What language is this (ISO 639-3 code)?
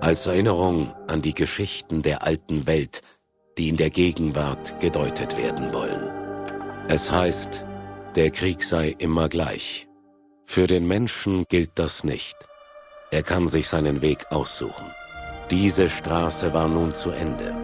bar